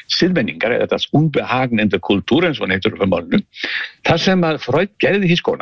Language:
Icelandic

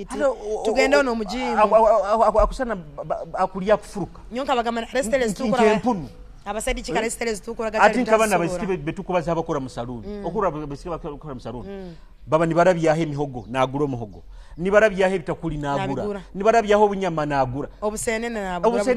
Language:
Nyoro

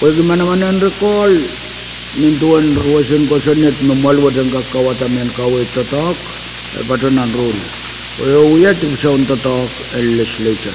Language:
Pohnpeian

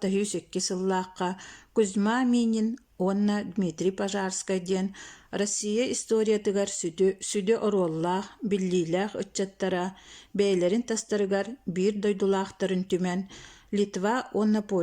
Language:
Yakut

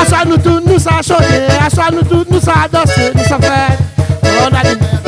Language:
Réunion Creole French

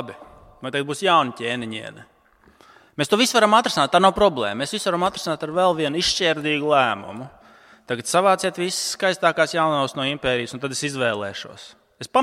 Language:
Latvian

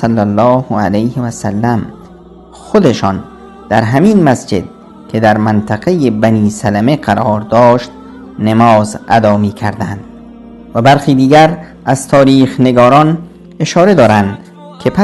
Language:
Persian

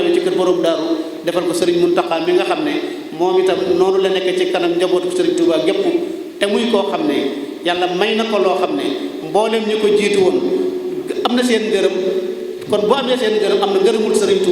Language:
Wolof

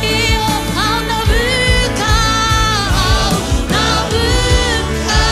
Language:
Fijian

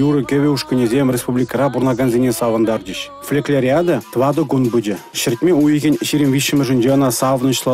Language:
Chuvash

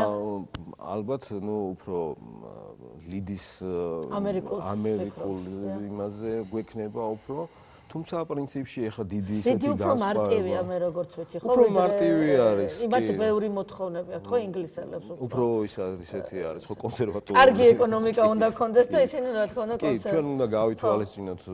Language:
Georgian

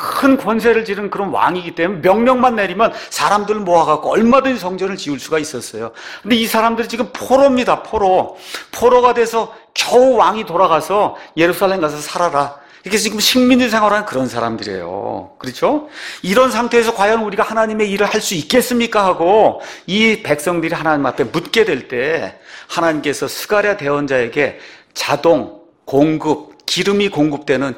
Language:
Korean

